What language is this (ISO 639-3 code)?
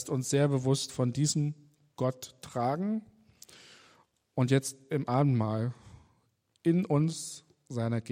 deu